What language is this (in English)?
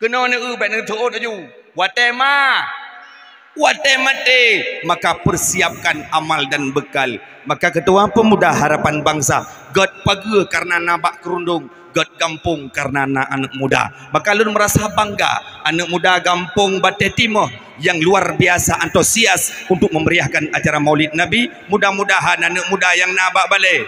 Achinese